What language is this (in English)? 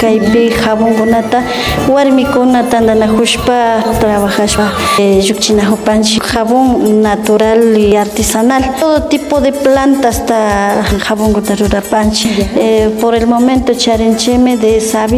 Imbabura Highland Quichua